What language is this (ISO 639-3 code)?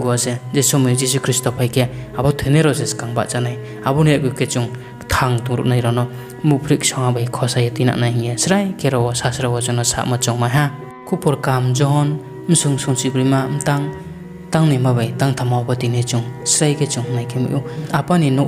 ria